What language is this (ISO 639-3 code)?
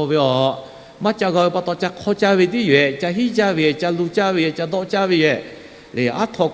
lhu